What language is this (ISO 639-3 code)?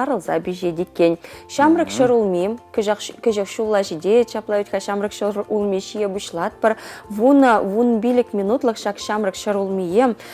chv